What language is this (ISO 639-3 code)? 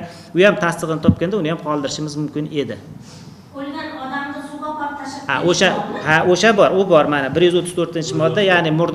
uzb